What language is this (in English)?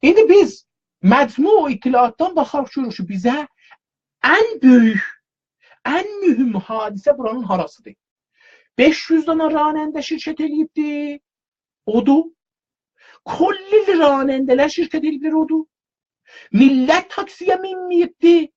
South Azerbaijani